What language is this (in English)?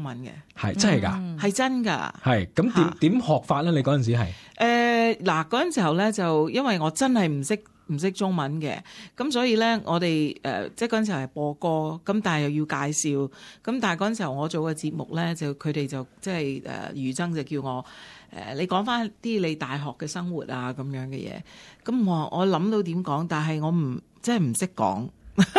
Cantonese